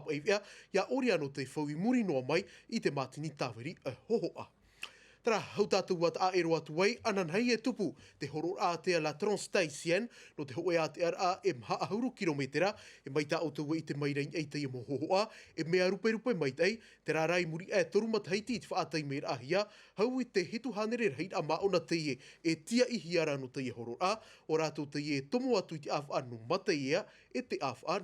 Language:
Tahitian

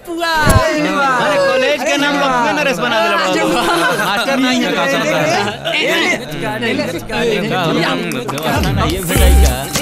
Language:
Bhojpuri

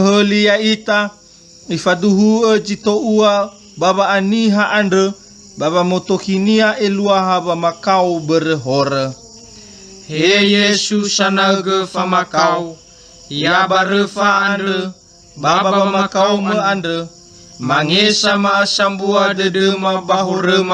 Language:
Nias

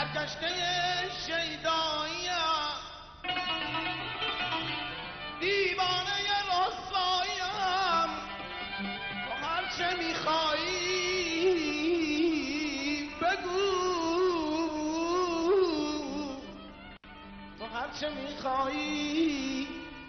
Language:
Persian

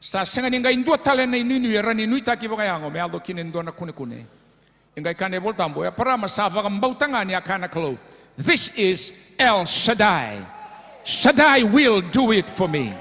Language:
Fijian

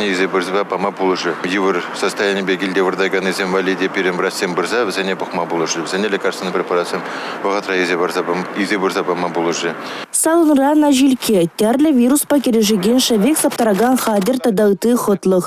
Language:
Chuvash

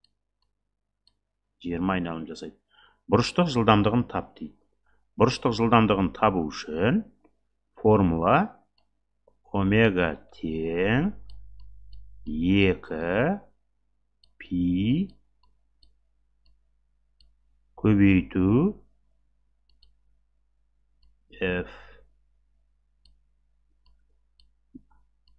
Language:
Kazakh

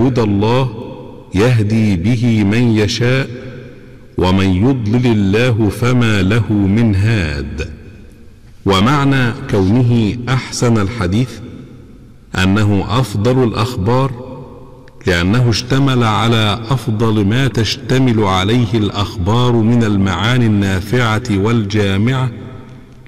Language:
Arabic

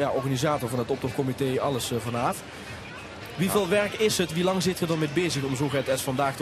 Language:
Limburgish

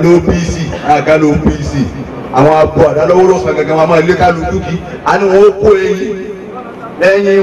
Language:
Yoruba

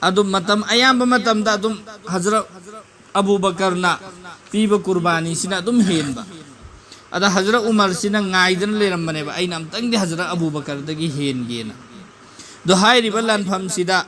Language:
Manipuri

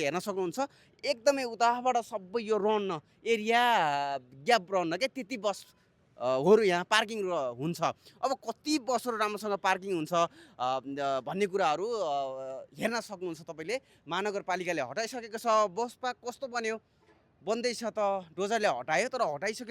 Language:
Nepali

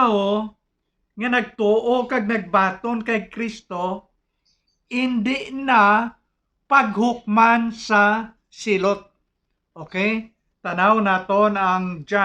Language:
Hiligaynon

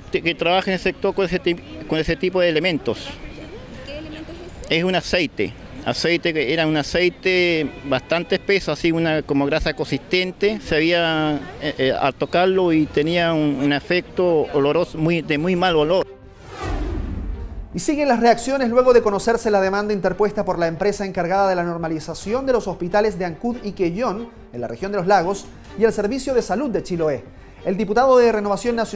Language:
Spanish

